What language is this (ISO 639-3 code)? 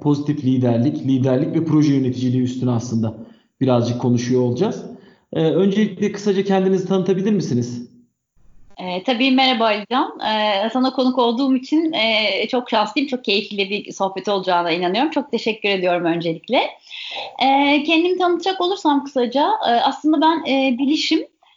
tur